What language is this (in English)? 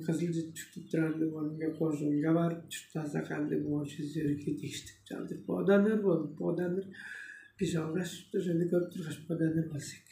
Tuvinian